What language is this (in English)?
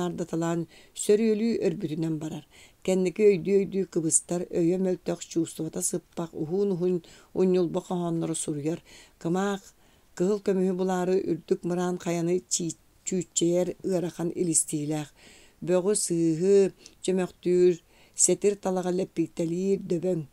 Yakut